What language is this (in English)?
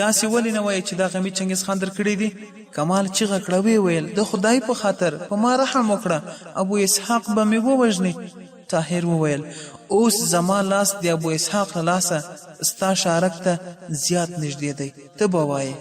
Pashto